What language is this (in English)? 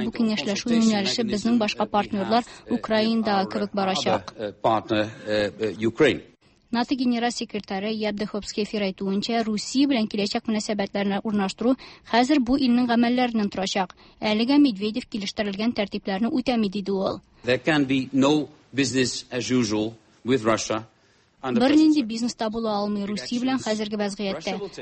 Tatar